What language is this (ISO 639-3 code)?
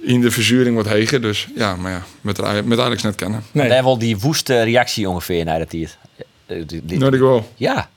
fry